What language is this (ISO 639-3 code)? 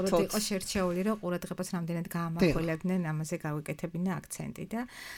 kat